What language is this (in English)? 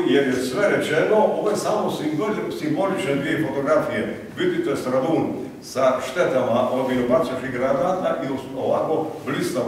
Croatian